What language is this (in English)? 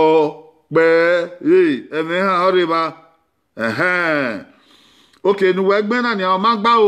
Bini